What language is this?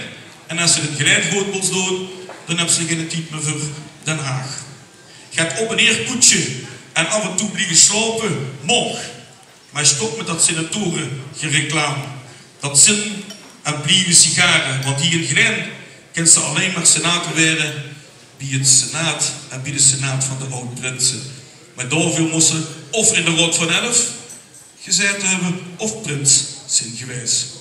Limburgish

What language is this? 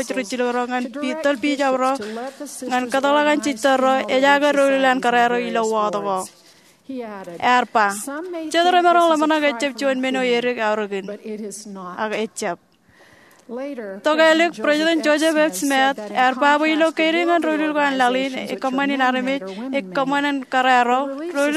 Marshallese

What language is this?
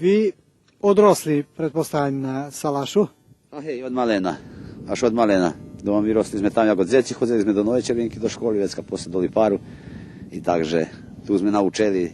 Rusyn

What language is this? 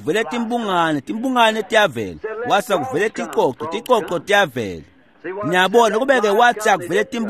Swati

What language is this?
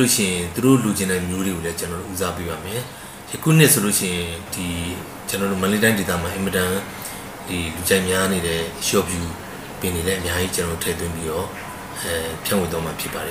Burmese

